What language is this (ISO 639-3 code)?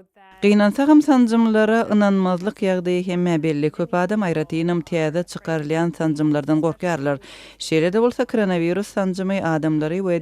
tuk